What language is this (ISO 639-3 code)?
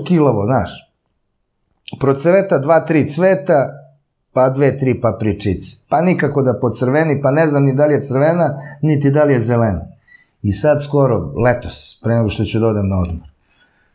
srp